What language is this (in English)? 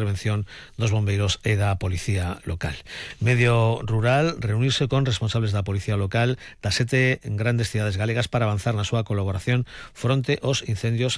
Galician